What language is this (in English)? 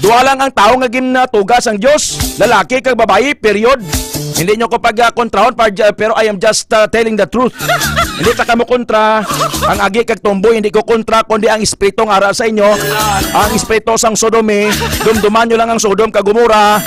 Hiligaynon